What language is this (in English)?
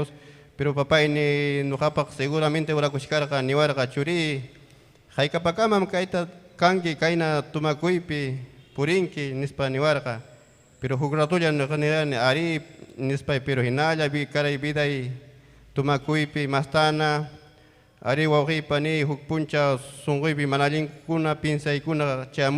Ayacucho Quechua